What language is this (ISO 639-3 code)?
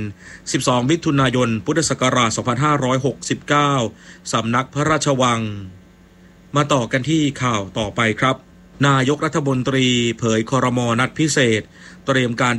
tha